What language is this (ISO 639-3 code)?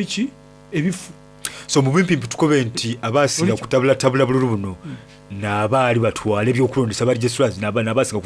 xog